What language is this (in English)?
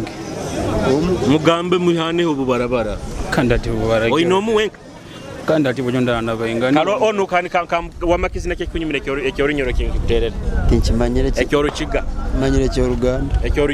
Nyoro